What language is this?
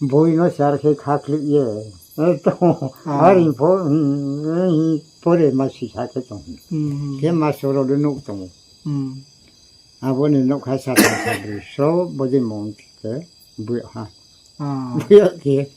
Riang (India)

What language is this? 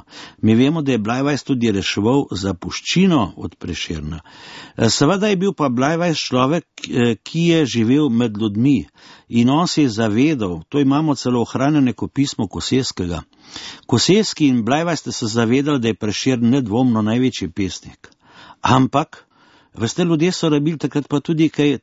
Slovenian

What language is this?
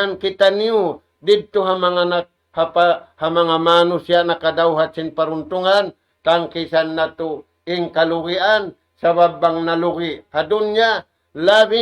Tausug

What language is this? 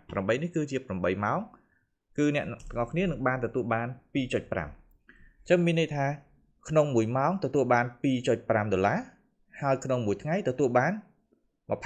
Khmer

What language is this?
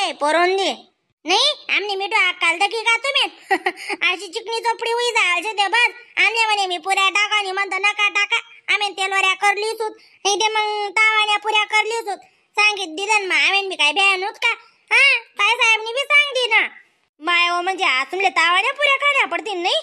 Khandesi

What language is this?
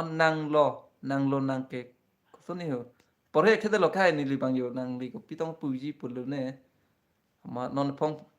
Karbi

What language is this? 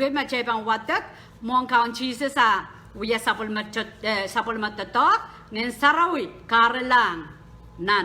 Pohnpeian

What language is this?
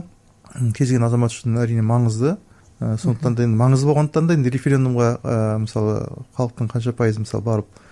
Kazakh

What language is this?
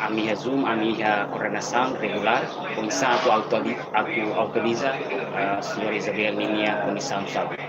Tetum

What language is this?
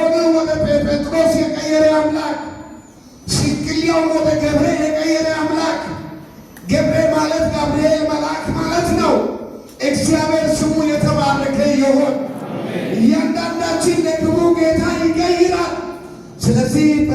Amharic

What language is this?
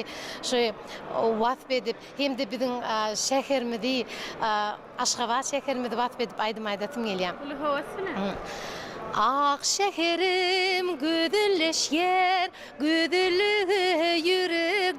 Turkmen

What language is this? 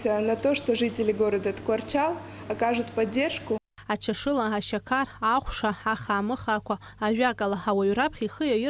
Abkhazian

